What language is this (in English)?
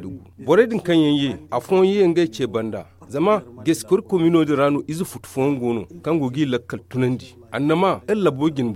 Zarma